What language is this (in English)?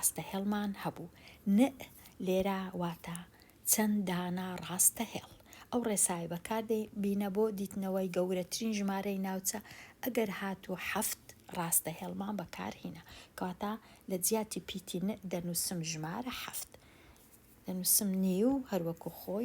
Central Kurdish